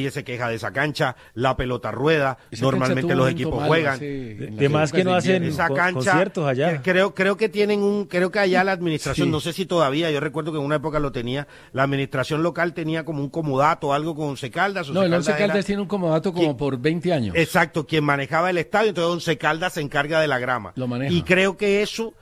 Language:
Spanish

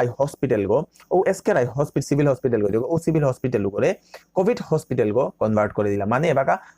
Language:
Bishnupriya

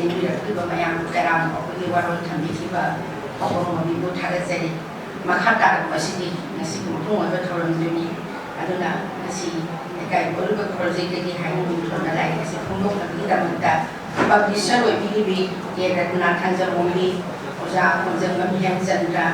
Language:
Manipuri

